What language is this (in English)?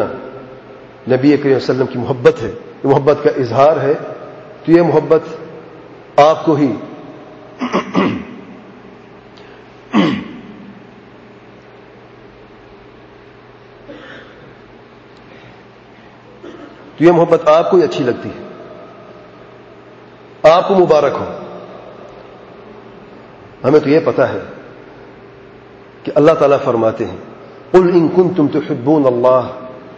Urdu